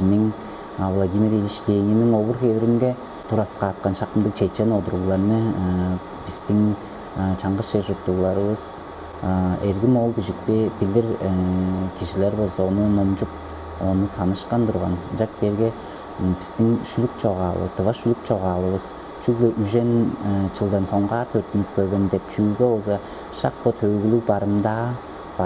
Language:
Tuvinian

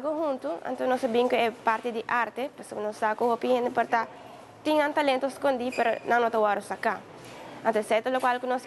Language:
Papiamento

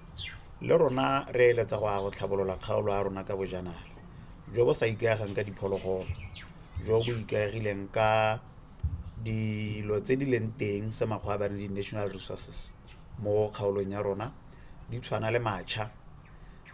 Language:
Tswana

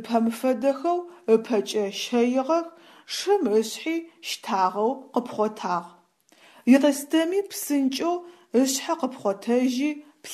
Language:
Adyghe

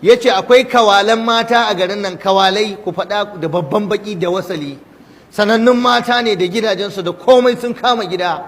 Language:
Hausa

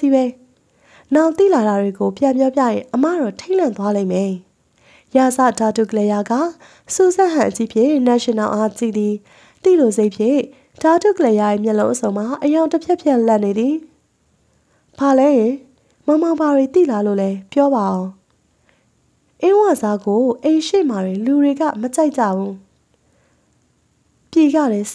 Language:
Burmese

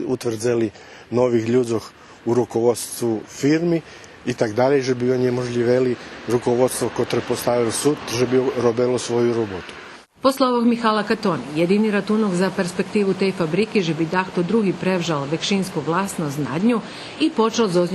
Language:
Rusyn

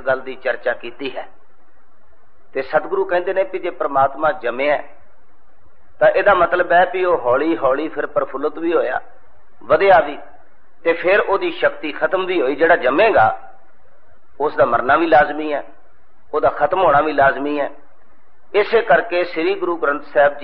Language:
Punjabi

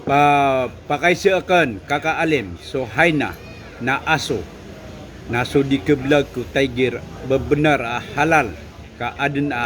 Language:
Maranao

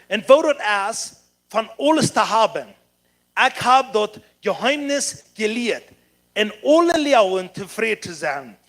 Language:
Plautdietsch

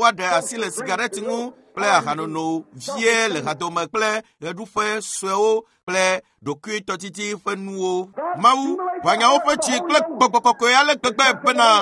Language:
Ewe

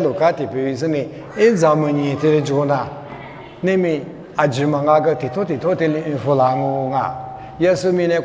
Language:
Lisu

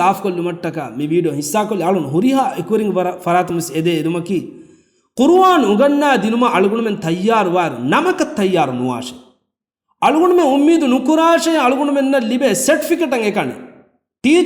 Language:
Divehi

